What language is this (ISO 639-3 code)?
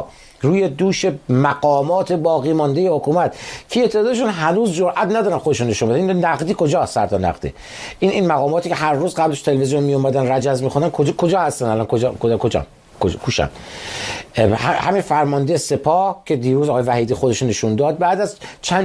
fas